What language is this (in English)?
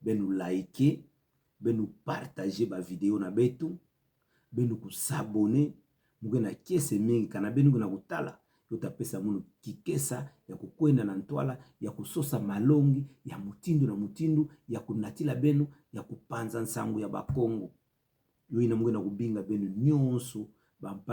Kituba (Democratic Republic of Congo)